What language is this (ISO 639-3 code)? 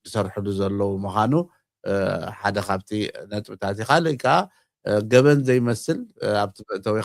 tir